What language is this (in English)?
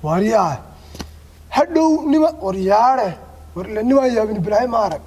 Somali